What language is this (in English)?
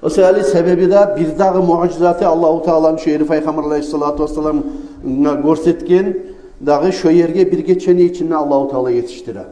Kumyk